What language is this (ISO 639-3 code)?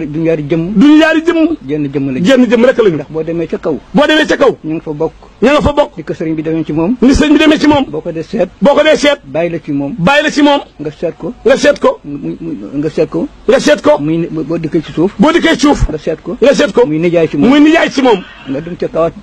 wol